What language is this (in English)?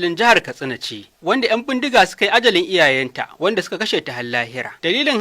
Hausa